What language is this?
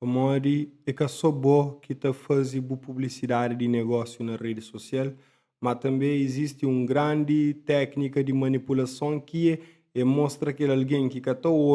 Kabuverdianu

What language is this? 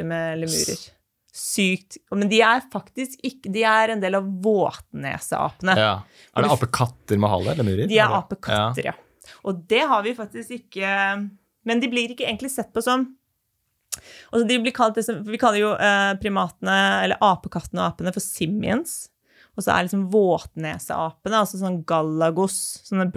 Norwegian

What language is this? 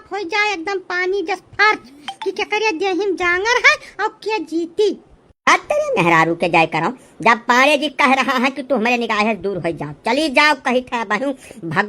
Awadhi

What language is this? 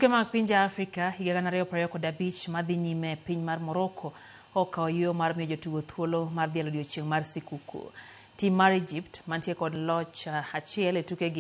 Luo (Kenya and Tanzania)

